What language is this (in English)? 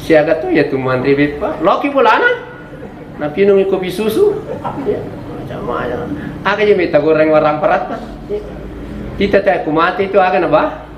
Buginese